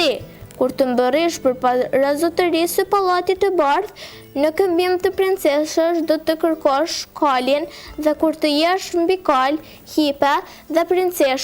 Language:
Albanian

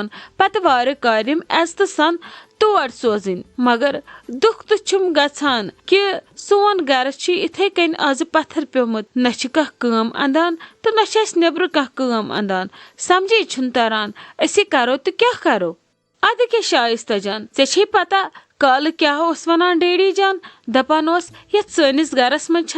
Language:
Kashmiri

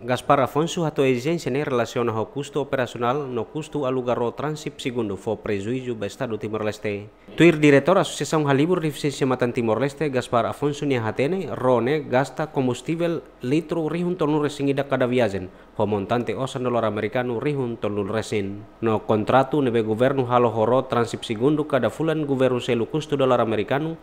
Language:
Tetum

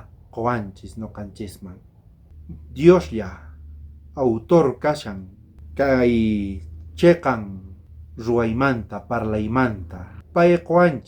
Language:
South Bolivian Quechua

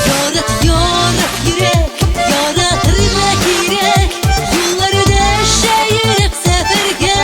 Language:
Tatar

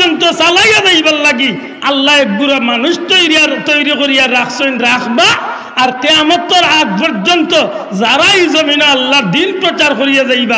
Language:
Sylheti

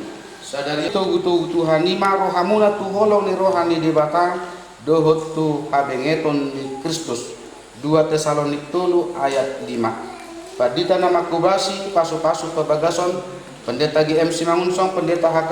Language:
Batak Toba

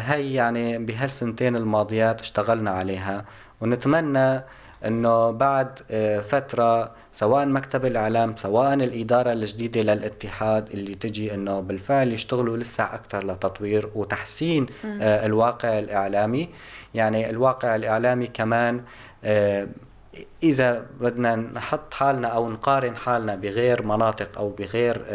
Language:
North Levantine Arabic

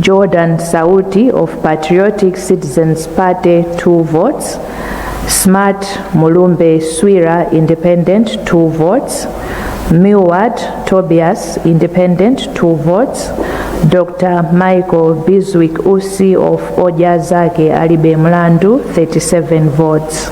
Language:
Nyanja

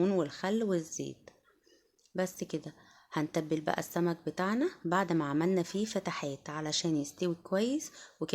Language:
Egyptian Arabic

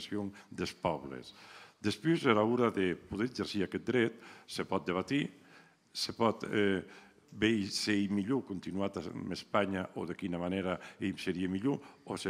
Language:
Occitan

